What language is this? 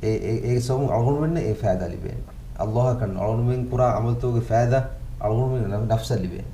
Divehi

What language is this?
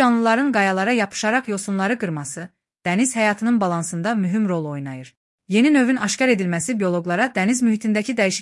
Azerbaijani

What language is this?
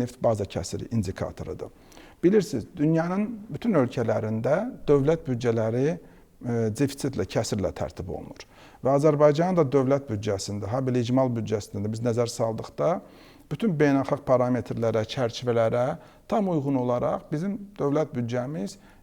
Azerbaijani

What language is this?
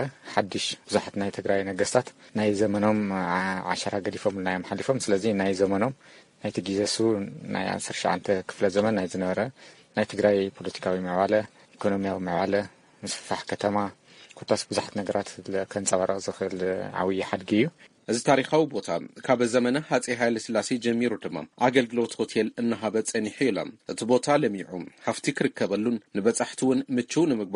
Tigrinya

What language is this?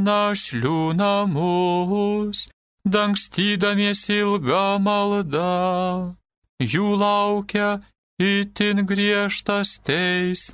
Lithuanian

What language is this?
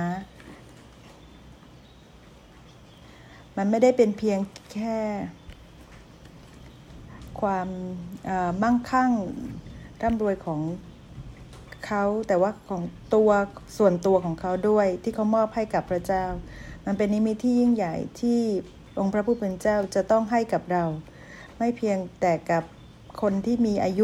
Thai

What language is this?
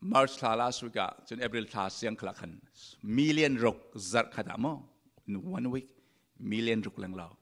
Falam Chin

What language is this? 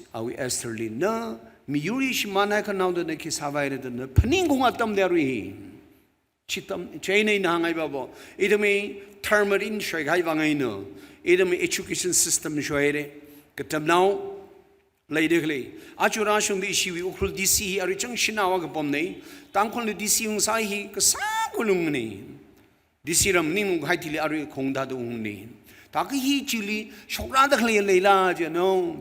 Tangkhul Naga (India)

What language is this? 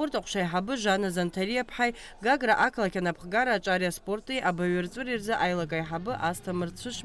Abkhazian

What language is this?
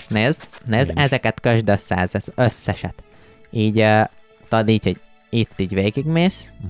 Hungarian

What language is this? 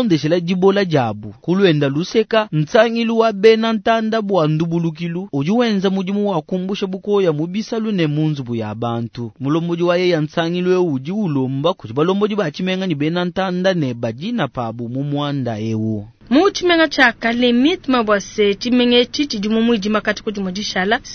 Luba-Lulua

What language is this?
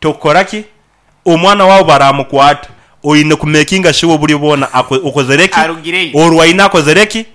Nyankole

